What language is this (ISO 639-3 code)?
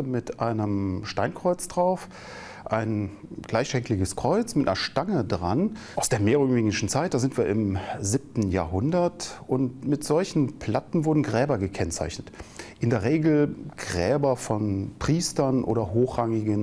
deu